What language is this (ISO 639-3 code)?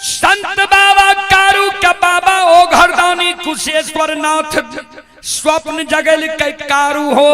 mai